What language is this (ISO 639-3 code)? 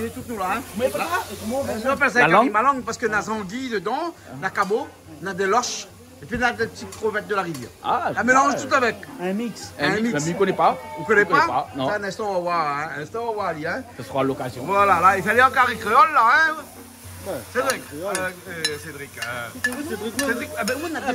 rcf